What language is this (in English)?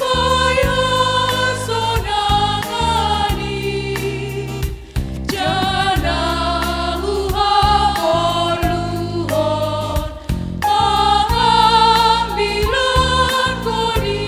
Batak Simalungun